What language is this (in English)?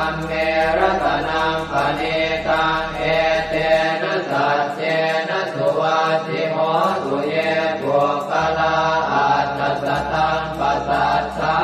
Pali